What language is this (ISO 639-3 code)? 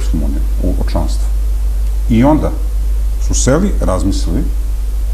srp